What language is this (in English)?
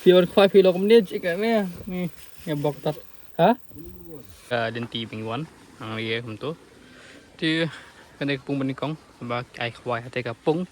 Khasi